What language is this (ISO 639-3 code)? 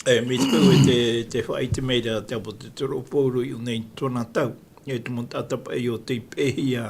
tah